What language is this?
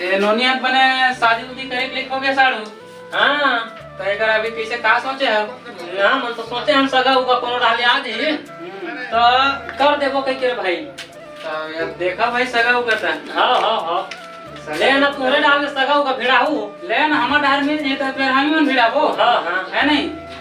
Chhattisgarhi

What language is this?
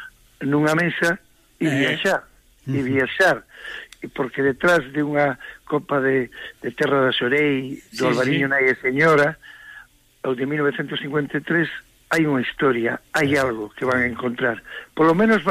Galician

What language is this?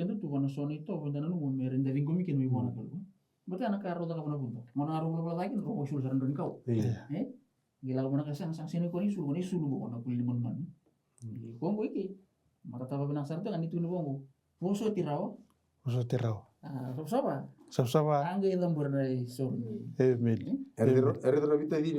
Fijian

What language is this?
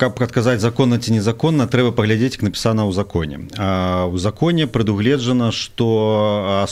Belarusian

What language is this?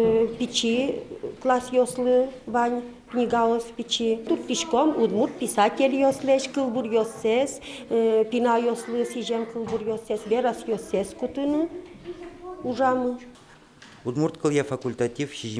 Udmurt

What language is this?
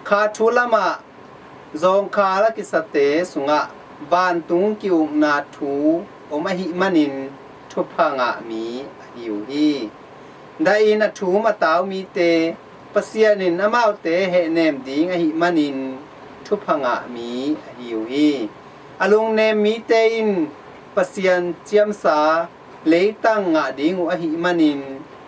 Tedim Chin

